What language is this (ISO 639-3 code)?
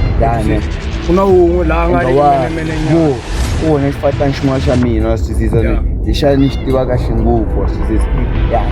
tso